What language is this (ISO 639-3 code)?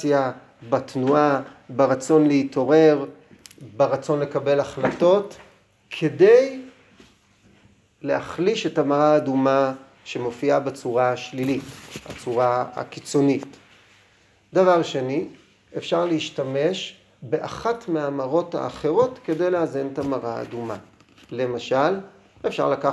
heb